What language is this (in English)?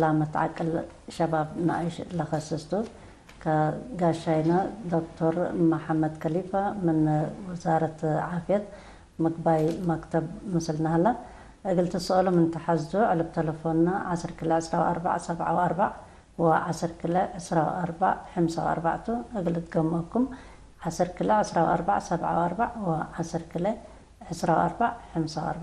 Tigre